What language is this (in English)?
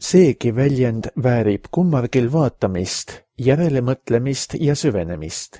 Estonian